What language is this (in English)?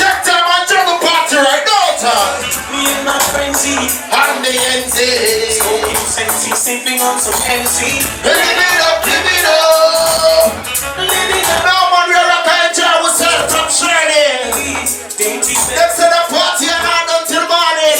Jamaican Creole English